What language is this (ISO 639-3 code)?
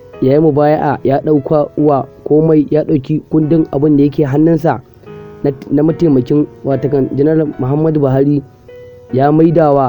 hau